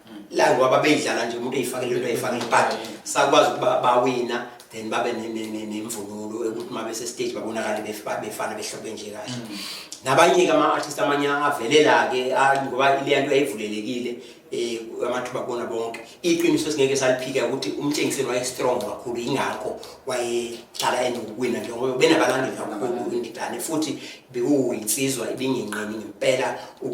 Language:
Zulu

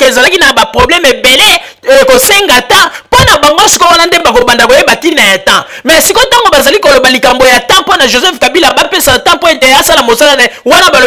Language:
Lingala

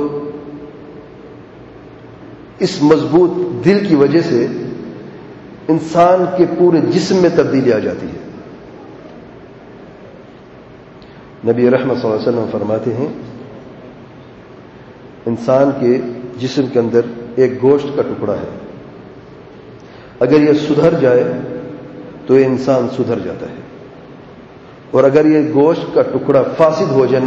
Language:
Urdu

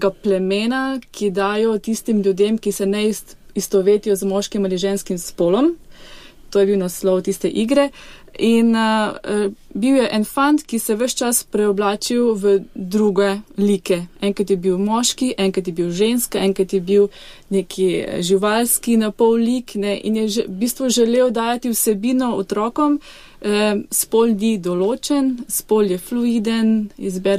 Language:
Slovenian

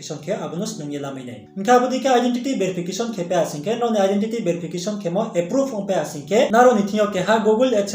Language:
Riang (India)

